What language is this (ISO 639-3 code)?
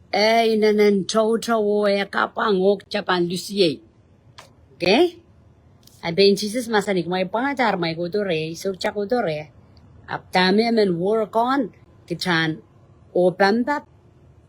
pon